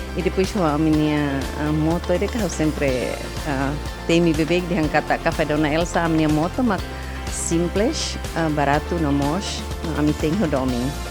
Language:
Tetum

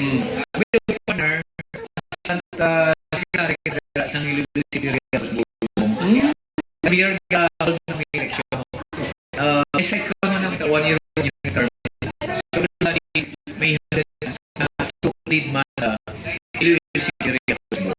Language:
Hiligaynon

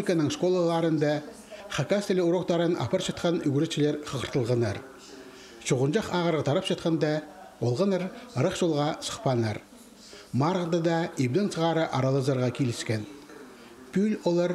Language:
Khakas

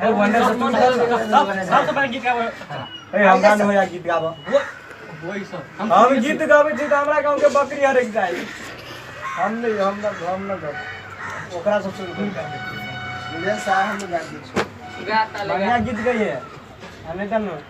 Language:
Maithili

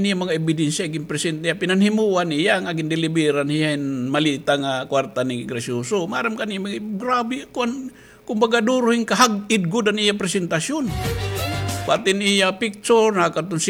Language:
Waray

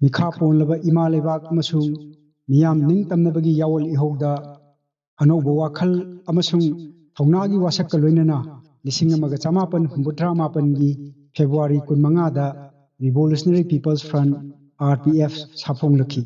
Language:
Manipuri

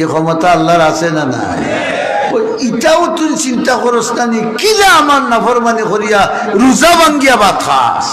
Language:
Sylheti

